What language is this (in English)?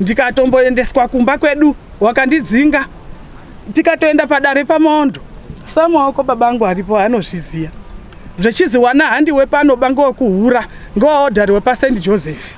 Shona